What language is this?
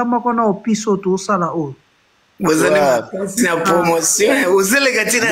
Lingala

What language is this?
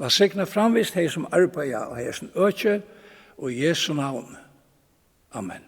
Faroese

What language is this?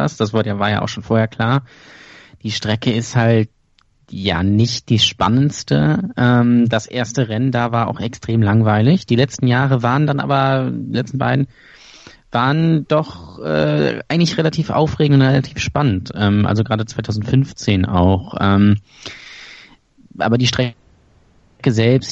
German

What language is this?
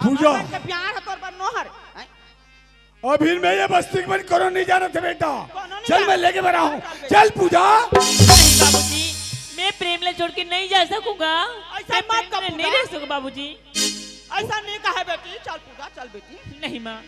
Chhattisgarhi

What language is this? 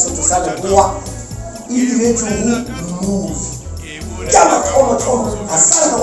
Northern Sotho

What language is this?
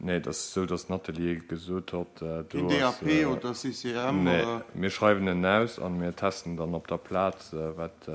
Luxembourgish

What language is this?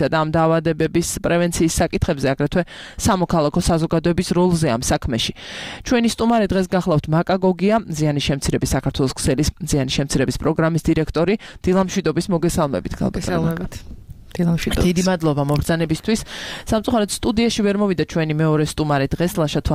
Georgian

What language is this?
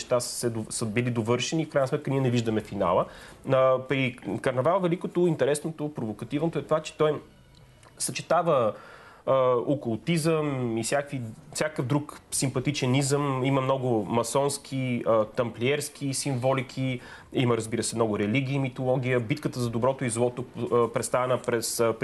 Bulgarian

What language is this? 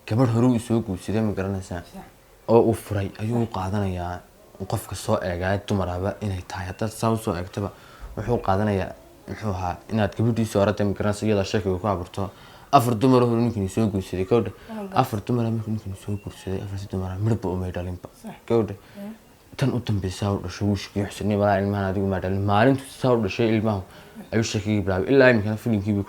Somali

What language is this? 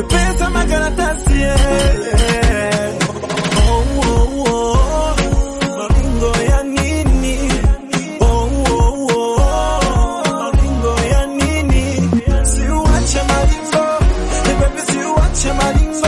Swahili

